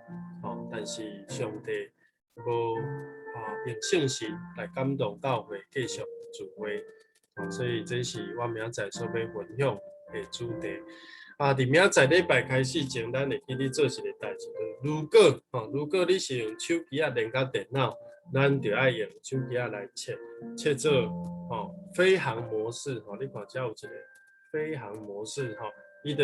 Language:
Min Nan Chinese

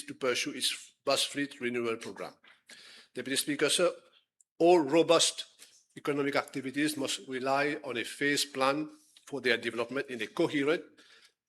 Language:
Morisyen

